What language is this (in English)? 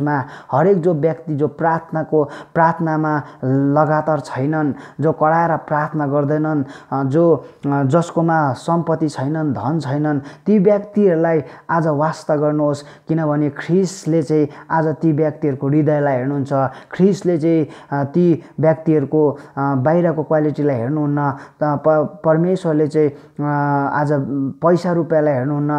Nepali